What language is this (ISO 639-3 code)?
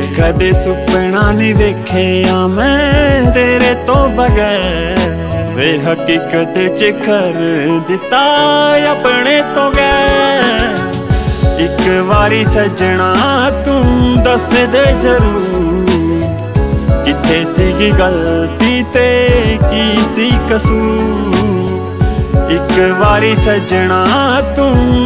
pan